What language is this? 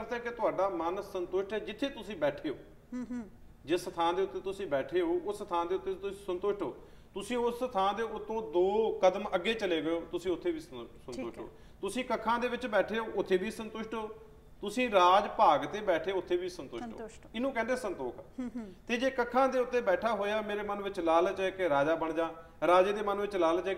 Punjabi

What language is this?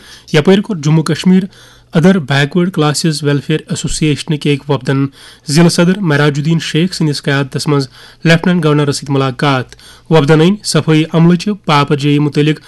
Kashmiri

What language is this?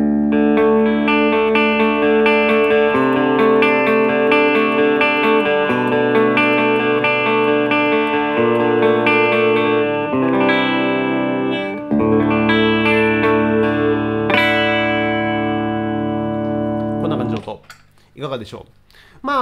Japanese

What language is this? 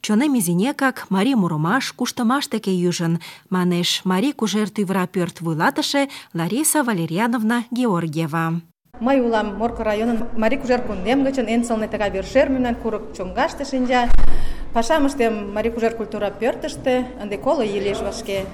Mari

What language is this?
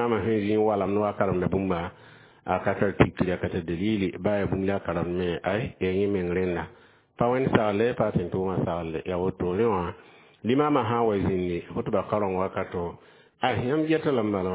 Mossi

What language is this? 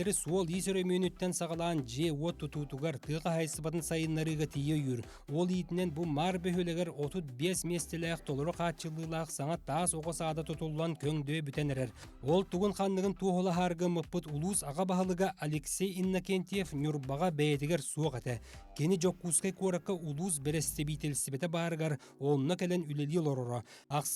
Yakut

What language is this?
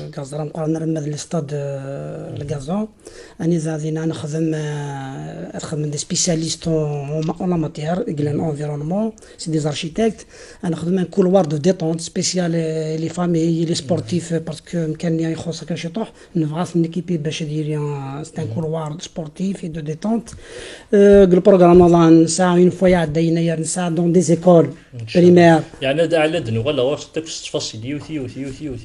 Kabyle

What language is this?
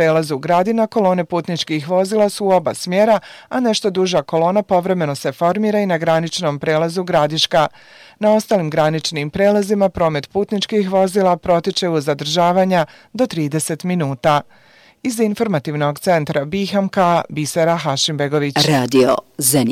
Bosnian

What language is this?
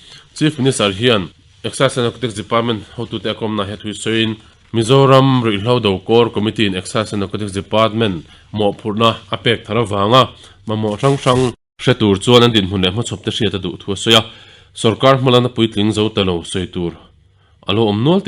Mizo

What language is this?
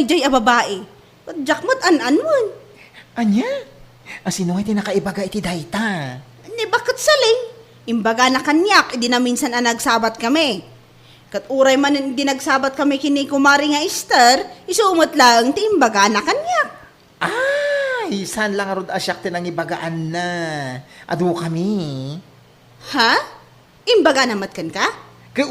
Iloko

